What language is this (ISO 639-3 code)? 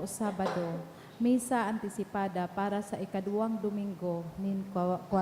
bik